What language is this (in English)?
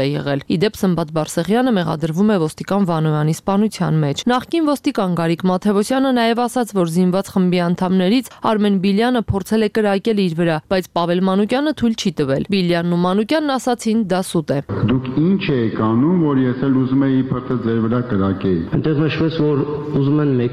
Armenian